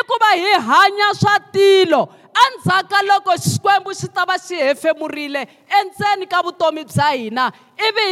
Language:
Tsonga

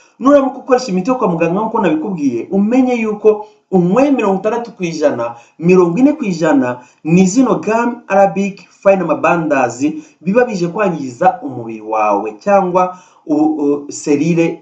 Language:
Kinyarwanda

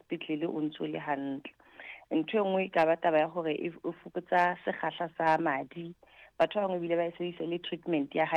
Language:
Southern Sotho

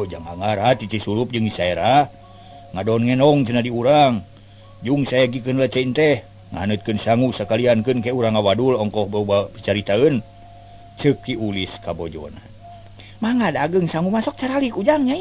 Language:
Sundanese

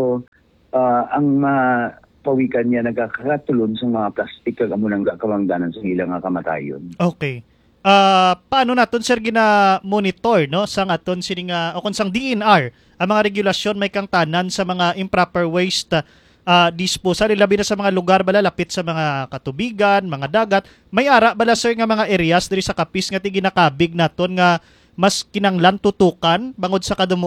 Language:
Hiligaynon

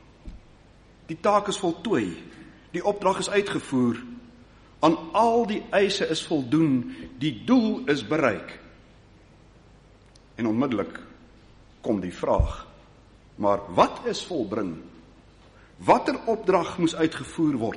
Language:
Afrikaans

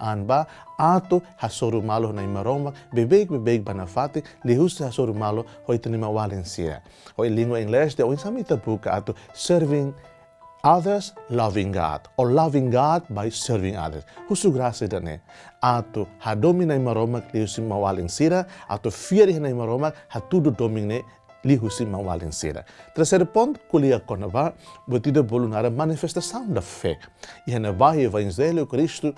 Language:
Tetum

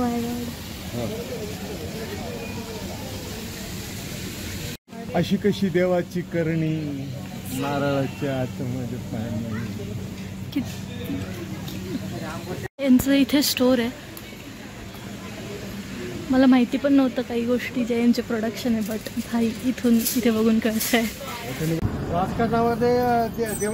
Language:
Marathi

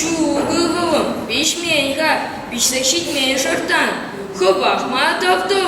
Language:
Chuvash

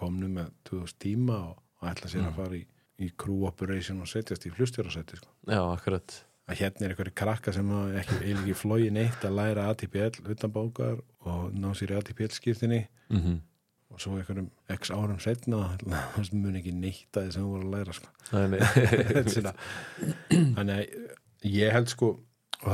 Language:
Icelandic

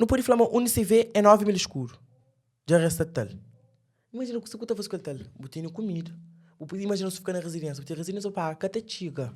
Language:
Kabuverdianu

